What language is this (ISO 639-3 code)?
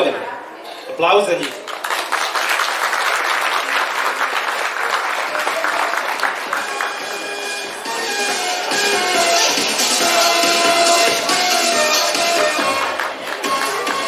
srp